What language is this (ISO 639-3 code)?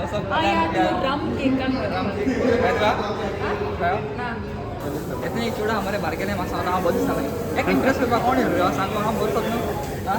kok